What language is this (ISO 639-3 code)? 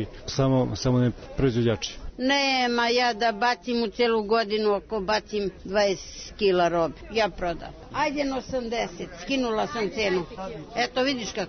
srp